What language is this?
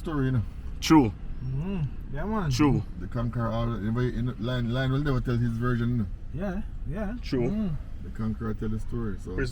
Jamaican Creole English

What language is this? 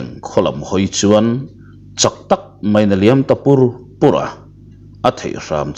Mizo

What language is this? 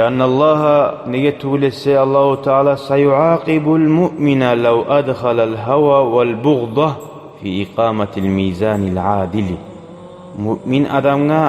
Kumyk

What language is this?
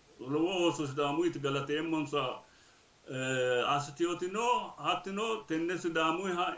Sidamo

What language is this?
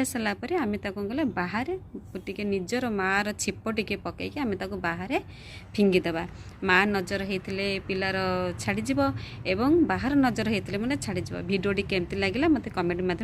Odia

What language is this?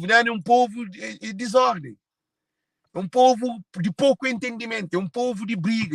Kabuverdianu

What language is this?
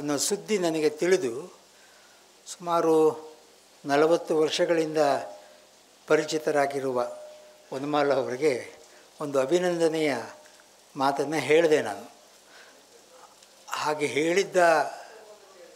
Kannada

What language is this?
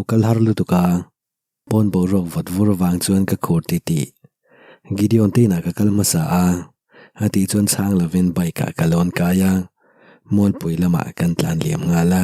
Mizo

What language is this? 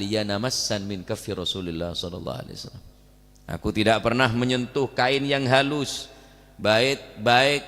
Madurese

